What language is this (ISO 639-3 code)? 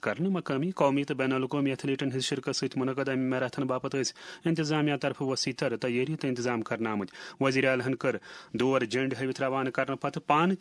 kas